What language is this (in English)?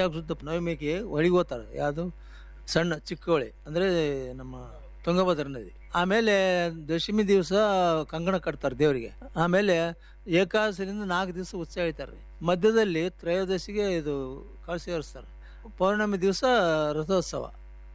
Kannada